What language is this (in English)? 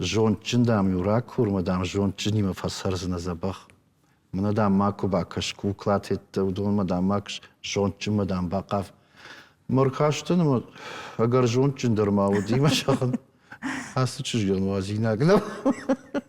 Ossetic